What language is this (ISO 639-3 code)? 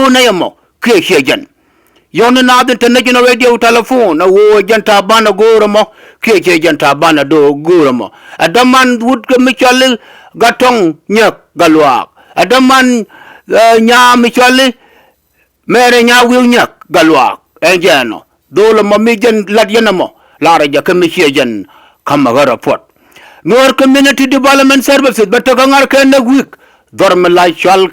nus